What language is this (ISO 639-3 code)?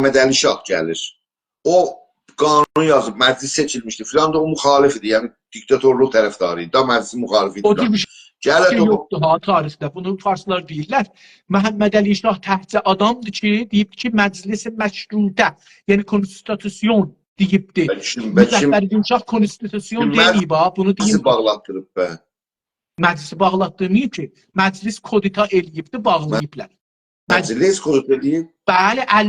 azb